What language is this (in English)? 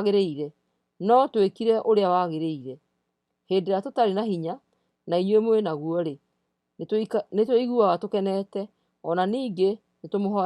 Kikuyu